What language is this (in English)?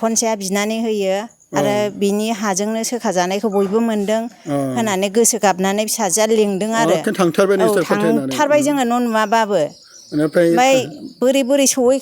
Bodo